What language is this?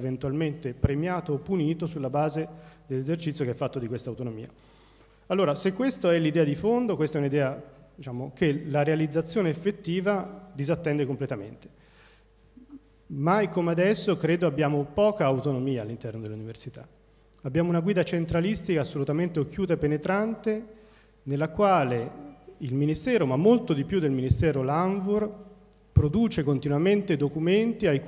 Italian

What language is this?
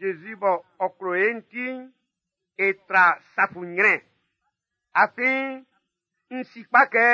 Baoulé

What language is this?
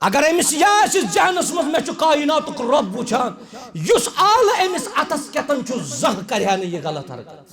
Kashmiri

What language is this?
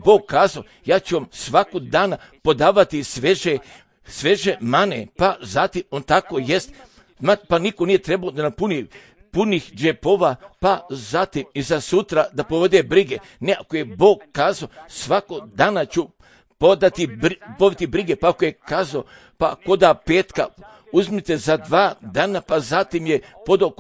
Serbian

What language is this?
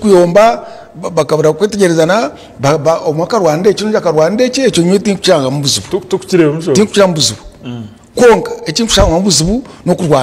Nyankole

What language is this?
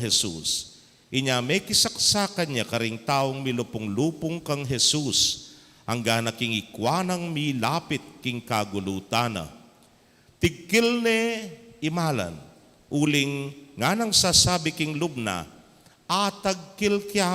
Pampanga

